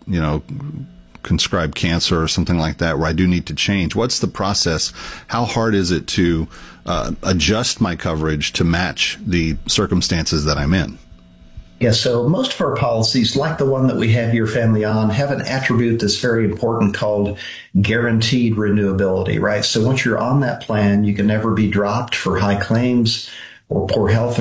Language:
English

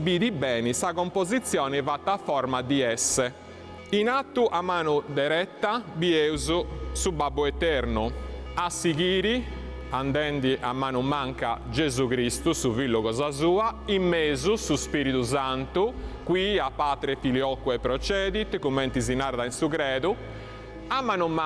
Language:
Sardinian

